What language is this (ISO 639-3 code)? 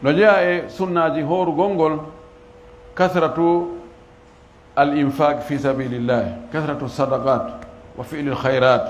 ful